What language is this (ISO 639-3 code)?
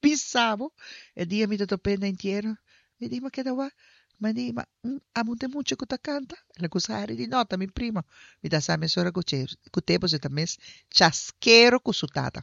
pap